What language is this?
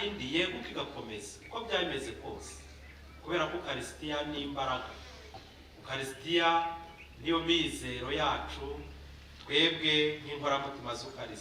Kinyarwanda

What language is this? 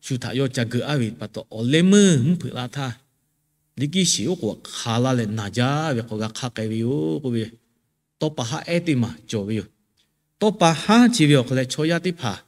Lahu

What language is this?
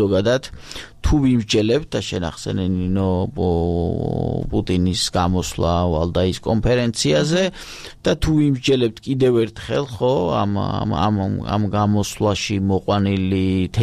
Georgian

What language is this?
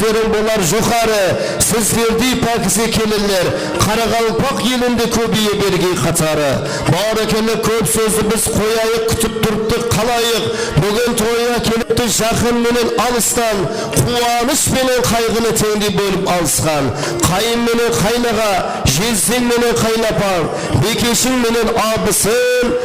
Kara-Kalpak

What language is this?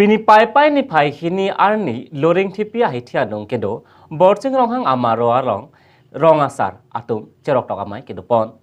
Karbi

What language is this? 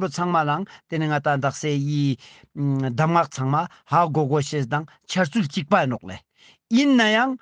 Ladakhi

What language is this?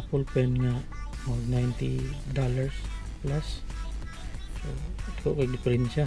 Cebuano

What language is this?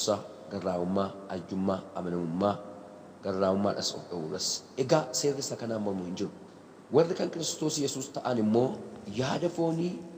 Oromo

